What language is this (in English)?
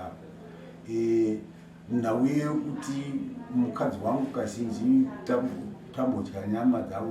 Shona